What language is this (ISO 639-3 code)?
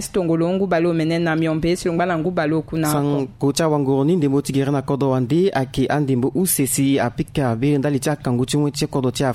sag